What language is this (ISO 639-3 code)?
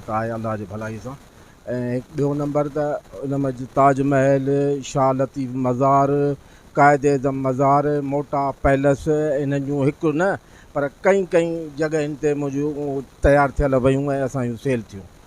snd